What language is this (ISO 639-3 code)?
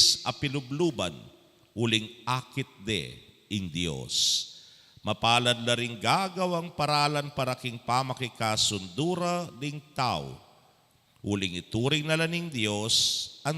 pam